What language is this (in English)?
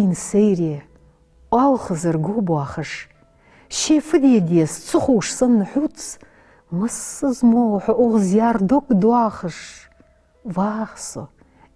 Ingush